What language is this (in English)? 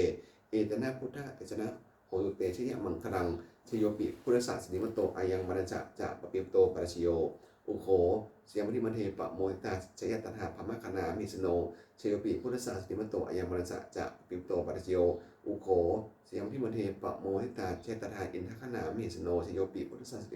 Pali